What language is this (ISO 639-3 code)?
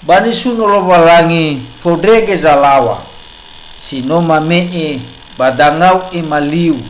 nia